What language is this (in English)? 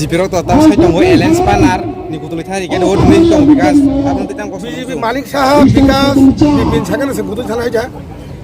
Kok Borok